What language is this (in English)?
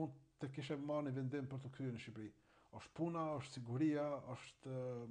Albanian